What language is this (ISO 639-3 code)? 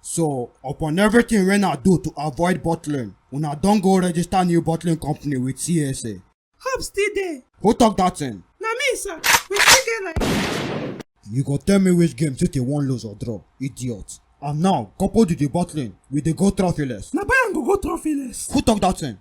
pcm